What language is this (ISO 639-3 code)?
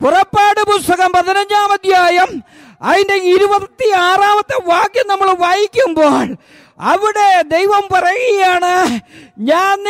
mal